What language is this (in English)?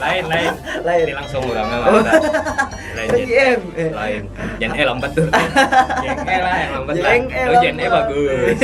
Banjar